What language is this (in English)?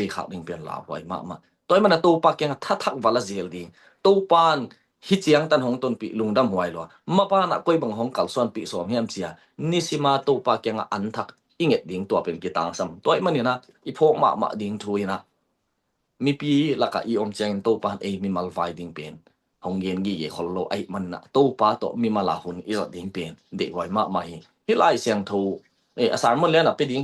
Tedim Chin